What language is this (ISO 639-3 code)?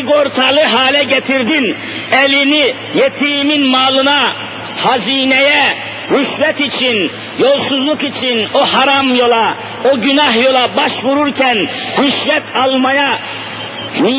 tur